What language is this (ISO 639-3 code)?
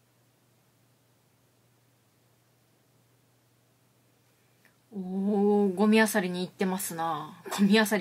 jpn